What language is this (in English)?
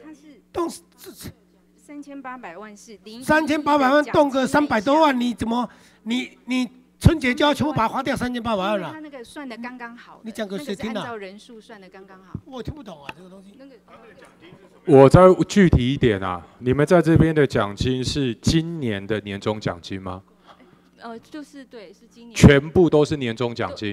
Chinese